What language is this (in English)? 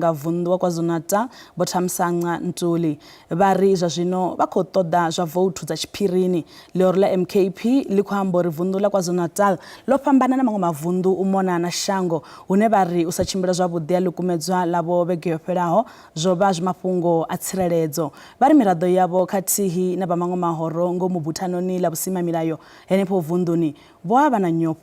Venda